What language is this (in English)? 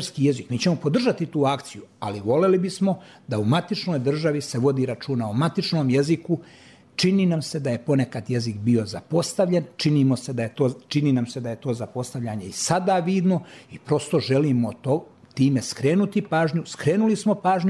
Serbian